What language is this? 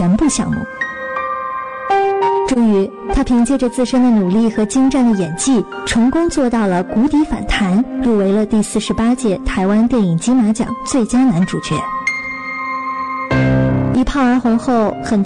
Chinese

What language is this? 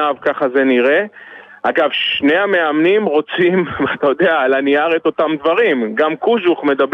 Hebrew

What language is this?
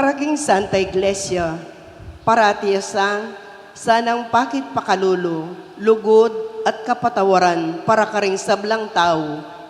Pampanga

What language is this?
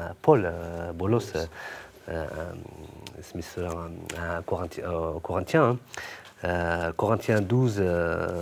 Kabyle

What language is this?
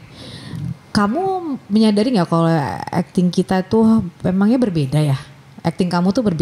Indonesian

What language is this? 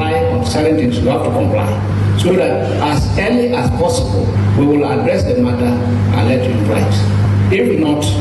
Akan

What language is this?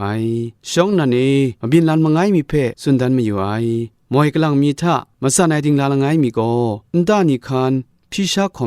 Kachin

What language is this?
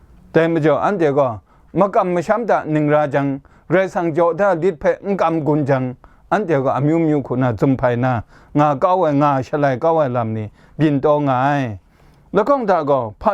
Kachin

